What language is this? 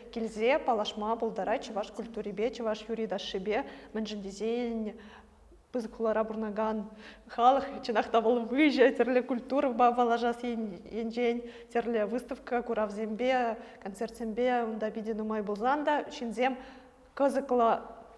Chuvash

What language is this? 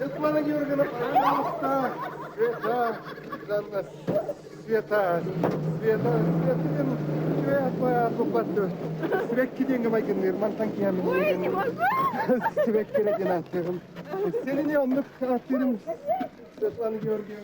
Yakut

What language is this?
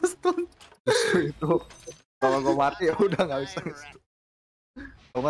Indonesian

